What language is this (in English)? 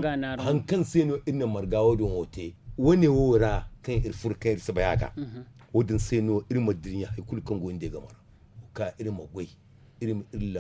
Zarma